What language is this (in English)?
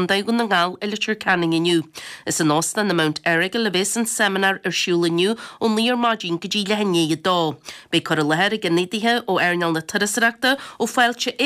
Irish